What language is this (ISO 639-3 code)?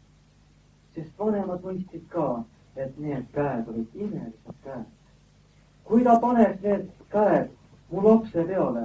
est